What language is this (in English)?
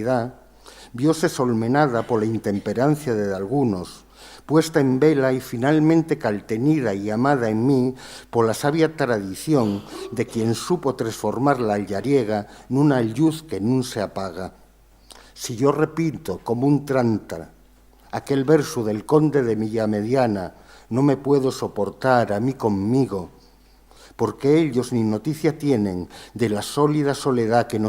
Asturian